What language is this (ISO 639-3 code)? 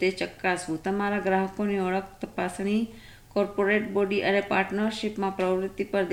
guj